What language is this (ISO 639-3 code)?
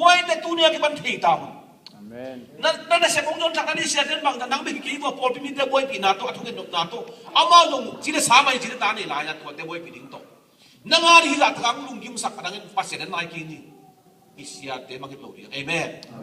ctd